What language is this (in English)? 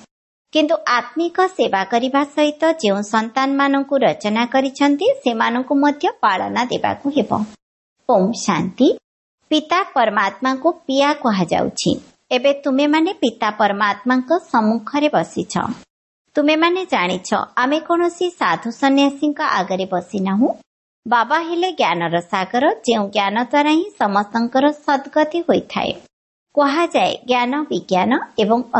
Odia